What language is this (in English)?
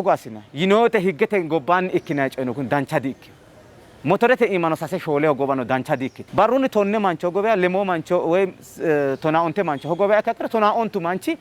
Sidamo